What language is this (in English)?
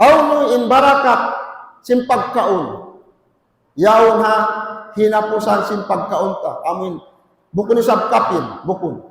Tausug